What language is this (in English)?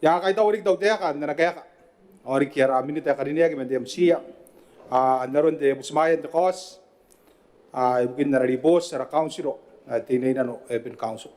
Gilbertese